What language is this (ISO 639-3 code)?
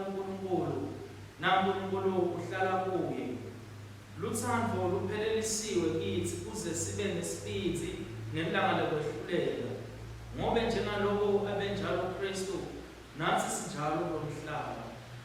ssw